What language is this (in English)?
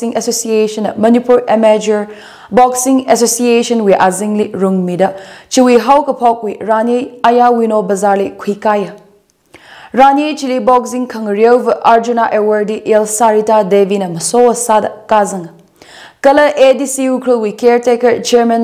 Tangkhul Naga (India)